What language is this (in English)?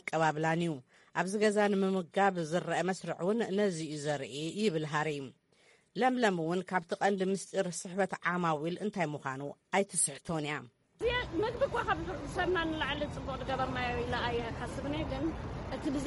Tigrinya